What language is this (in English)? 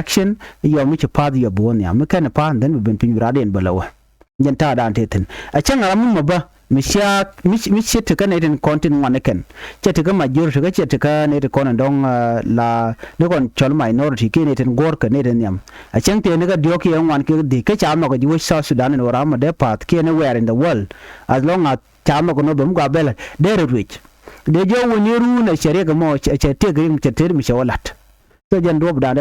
Nuer